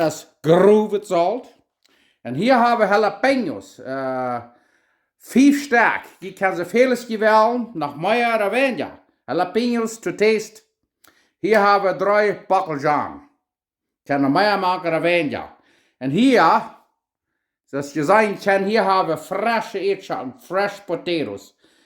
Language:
Plautdietsch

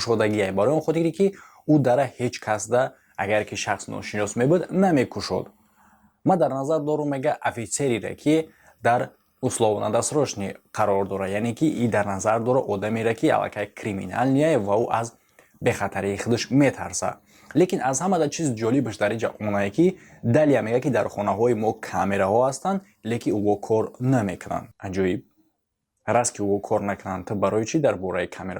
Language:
Tajik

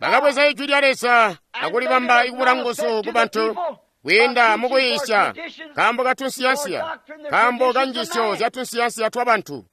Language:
Tonga (Zambia)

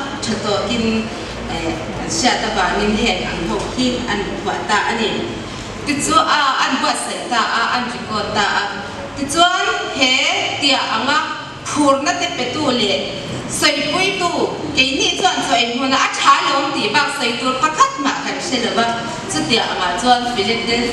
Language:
Mizo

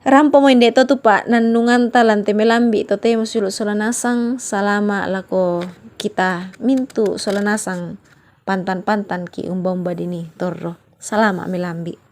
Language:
Toraja-Sa'dan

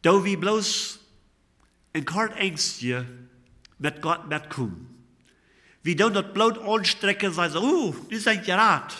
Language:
Plautdietsch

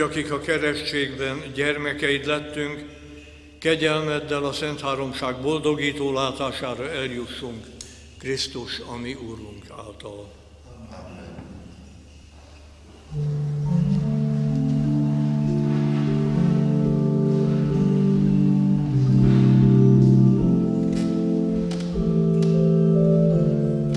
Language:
Hungarian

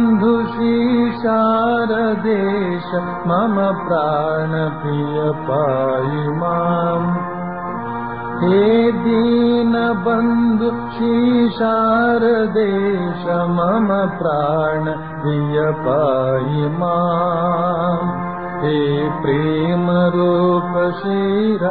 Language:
Kannada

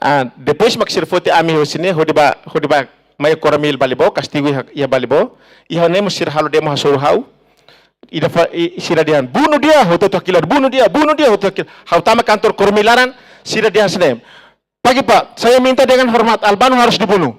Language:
Tetum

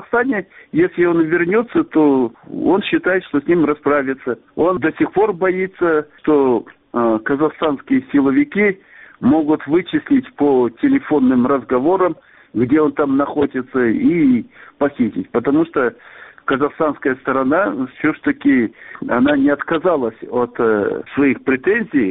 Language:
Russian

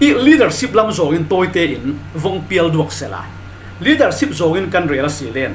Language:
Falam Chin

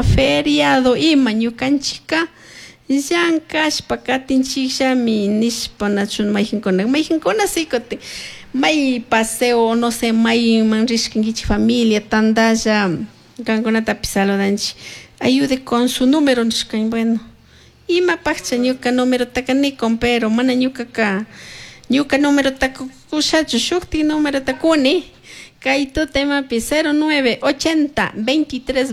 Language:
Chimborazo Highland Quichua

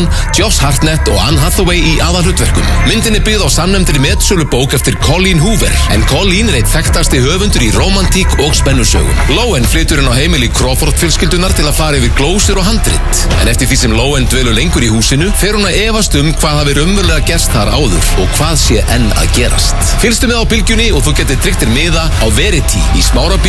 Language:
Icelandic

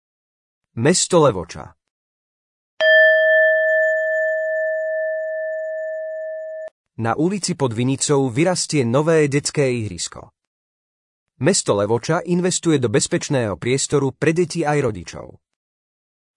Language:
Slovak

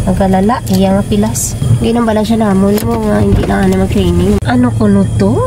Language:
Hiligaynon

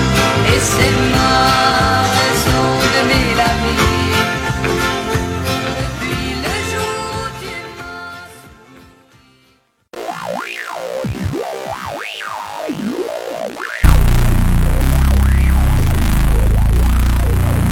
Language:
French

